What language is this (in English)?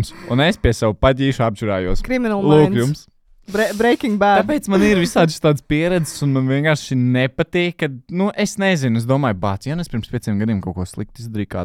Latvian